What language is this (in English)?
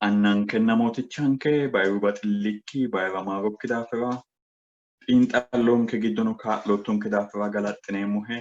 Sidamo